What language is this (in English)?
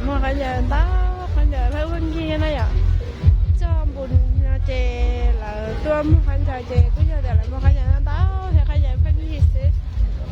Hmong